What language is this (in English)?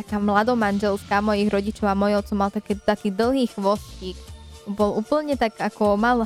Slovak